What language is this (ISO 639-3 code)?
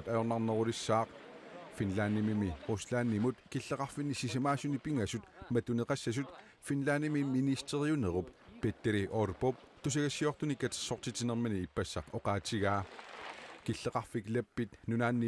kal